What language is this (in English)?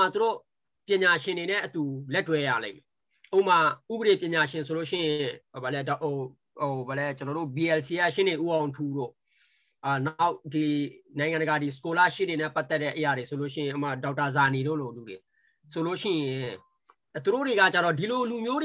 Burmese